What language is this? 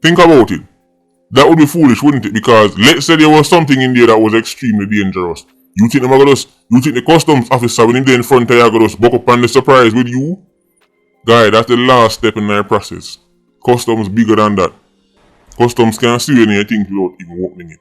Jamaican Creole English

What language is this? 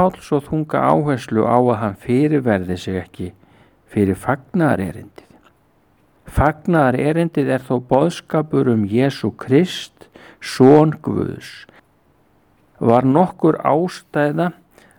Icelandic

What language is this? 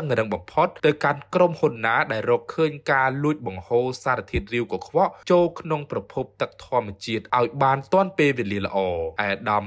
Khmer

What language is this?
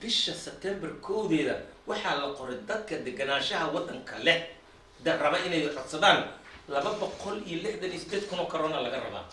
Somali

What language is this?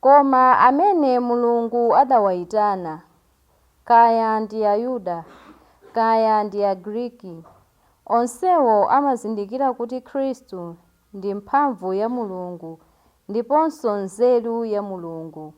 Nyanja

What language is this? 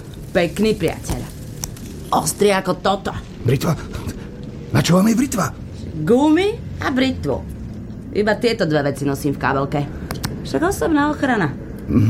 Slovak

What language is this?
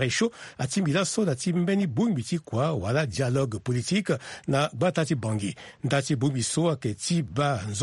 Sango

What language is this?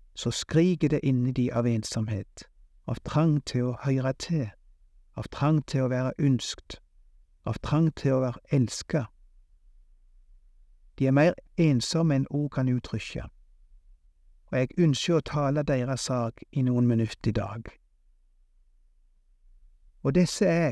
Norwegian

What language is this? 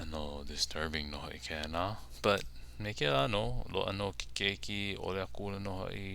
Hawaiian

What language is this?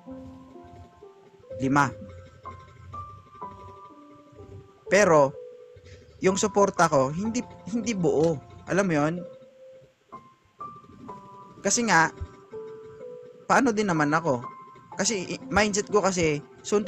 Filipino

